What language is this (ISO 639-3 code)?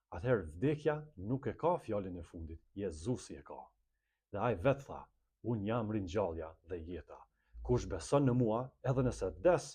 sqi